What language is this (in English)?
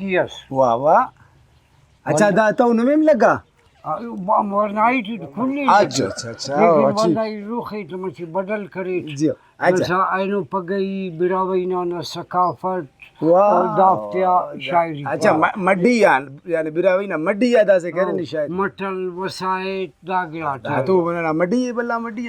Brahui